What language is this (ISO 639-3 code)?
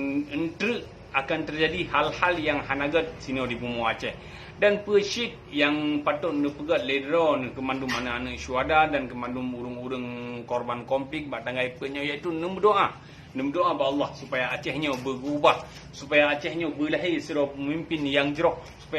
ace